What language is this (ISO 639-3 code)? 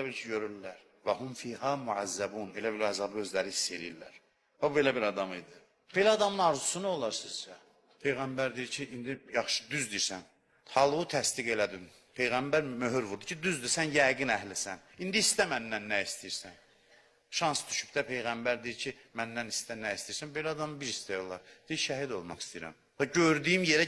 aze